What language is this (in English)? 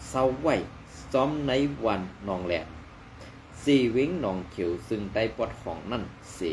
Shan